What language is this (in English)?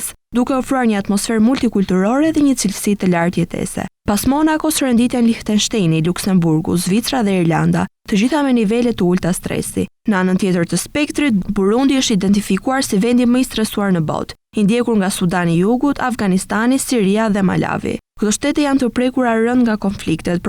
Albanian